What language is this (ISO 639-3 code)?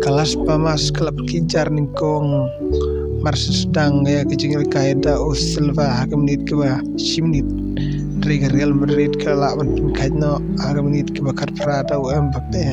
kha